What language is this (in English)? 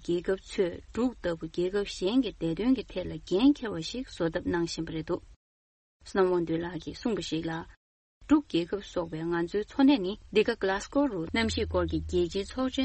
Tibetan